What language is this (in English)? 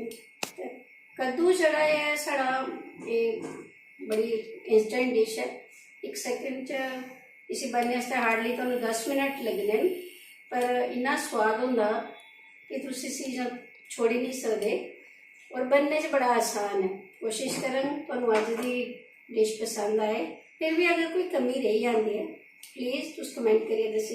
Dogri